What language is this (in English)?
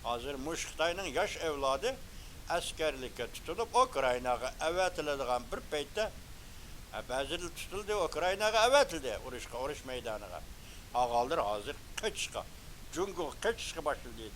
Uyghur